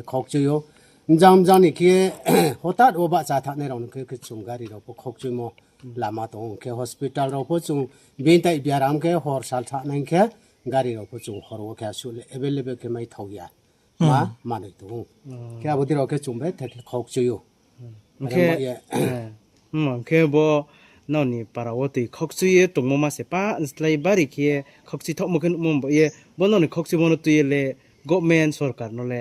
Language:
Riang (India)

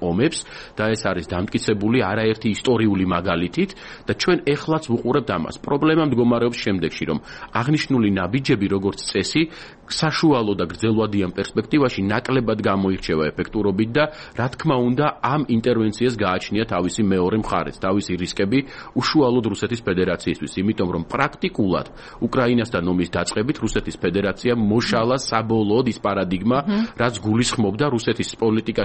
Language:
Georgian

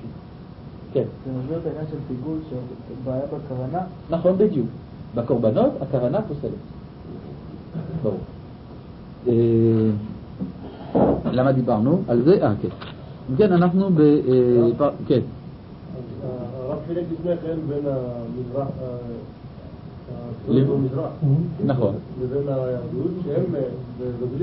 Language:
Hebrew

